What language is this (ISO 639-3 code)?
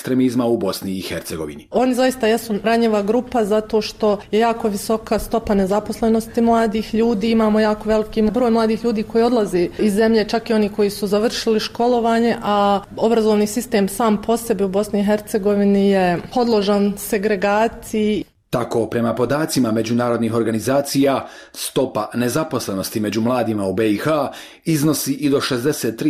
bos